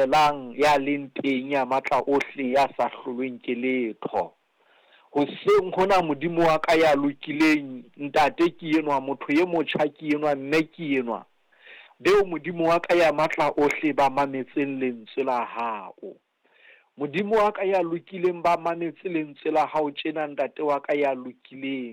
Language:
Southern Sotho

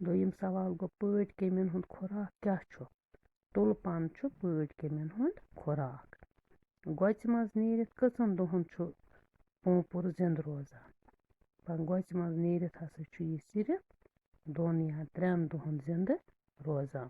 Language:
Kashmiri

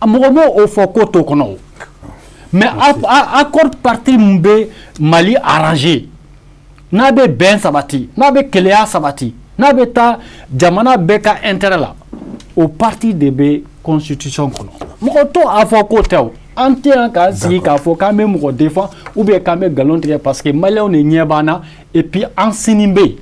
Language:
Bambara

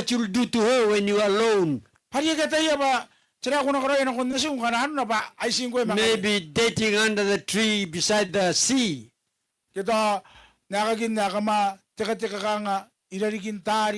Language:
Gilbertese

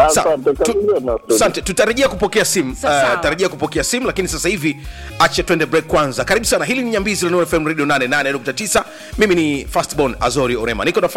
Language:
Swahili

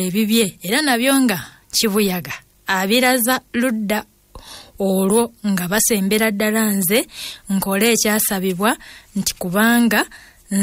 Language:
Ganda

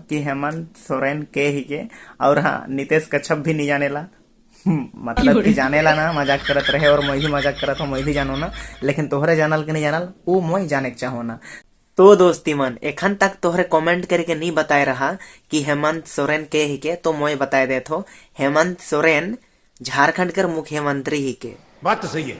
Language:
Sadri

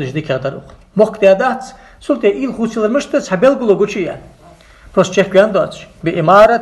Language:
Ingush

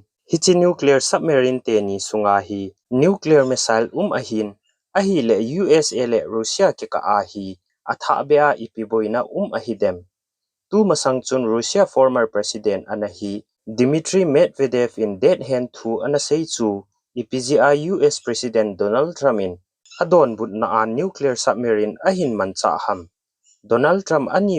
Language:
Thado Chin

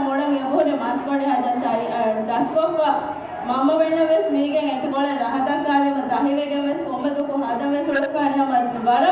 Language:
Divehi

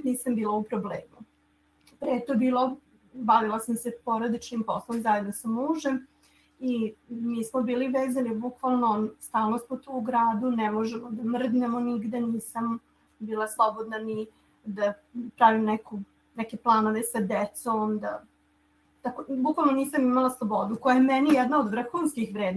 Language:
Serbian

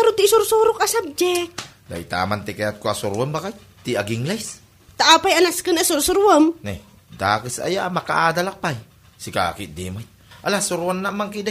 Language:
Iloko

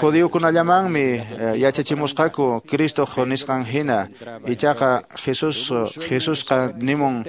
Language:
Quechua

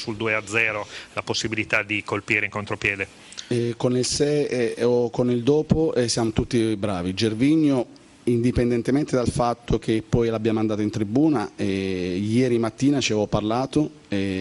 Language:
Italian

